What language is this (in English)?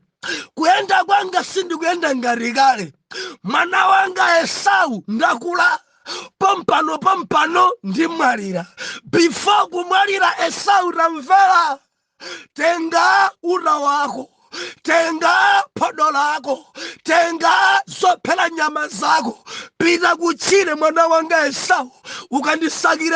Nyanja